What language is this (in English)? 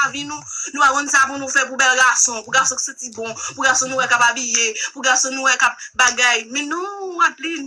Haitian Creole